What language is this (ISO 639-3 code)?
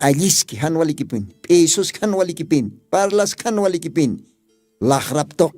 aym